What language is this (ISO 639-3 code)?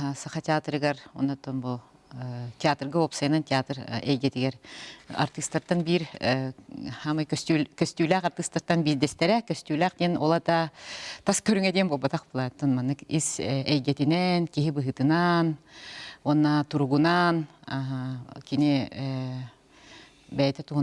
sah